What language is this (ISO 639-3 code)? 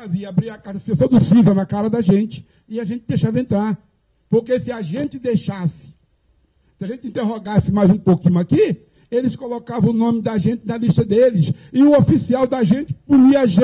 por